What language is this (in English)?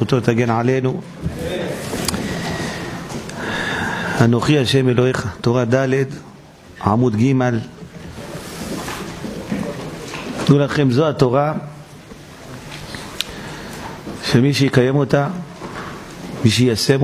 Hebrew